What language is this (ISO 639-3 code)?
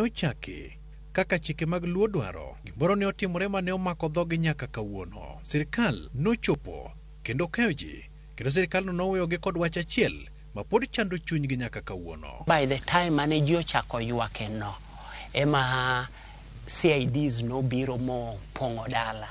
luo